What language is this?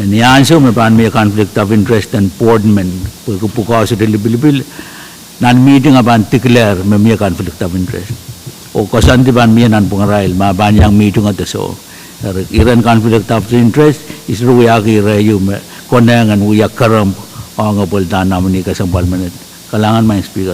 Pohnpeian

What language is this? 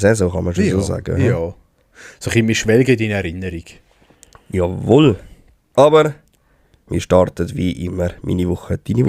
Swiss German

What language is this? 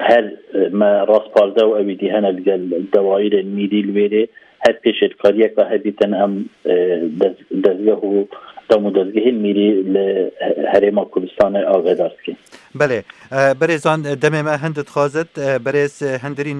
Kurdish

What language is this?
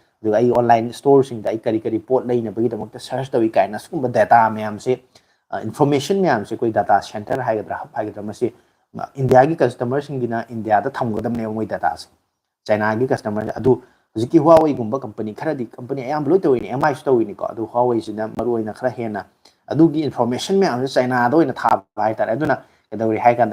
Manipuri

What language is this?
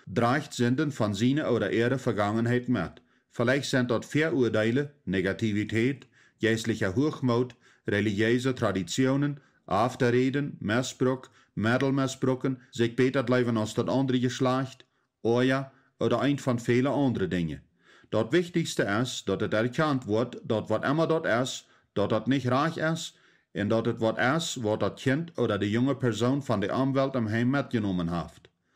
Plautdietsch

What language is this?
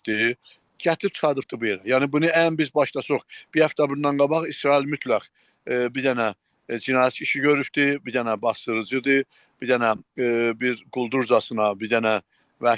South Azerbaijani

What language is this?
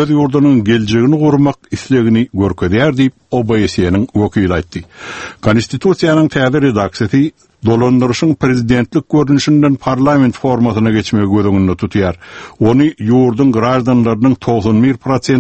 Turkmen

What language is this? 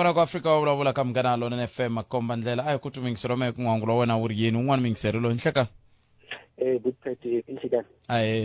Tsonga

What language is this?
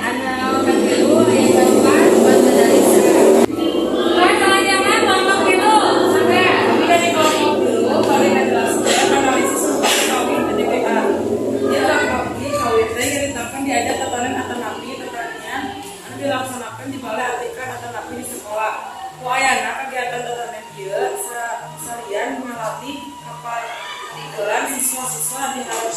Sundanese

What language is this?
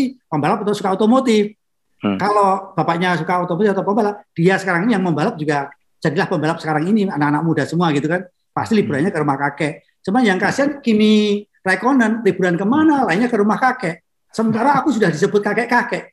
Indonesian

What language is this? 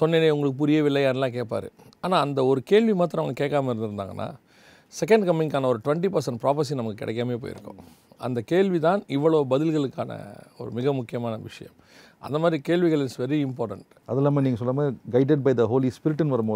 Tamil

